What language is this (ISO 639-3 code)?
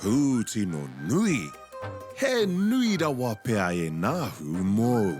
mri